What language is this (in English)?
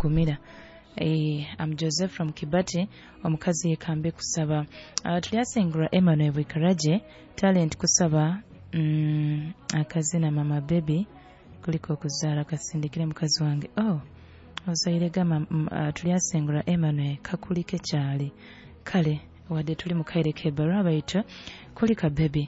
Nyoro